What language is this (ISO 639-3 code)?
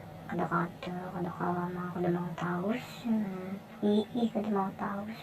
bjn